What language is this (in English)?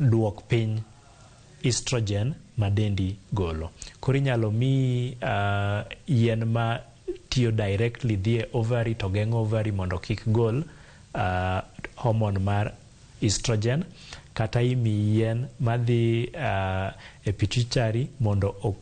Luo (Kenya and Tanzania)